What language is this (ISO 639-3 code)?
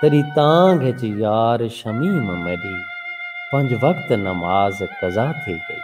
skr